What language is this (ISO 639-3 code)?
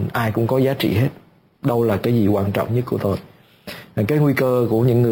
vie